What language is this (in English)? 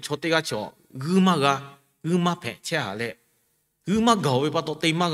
Lahu